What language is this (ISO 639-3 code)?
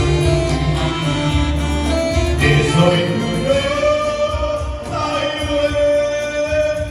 vie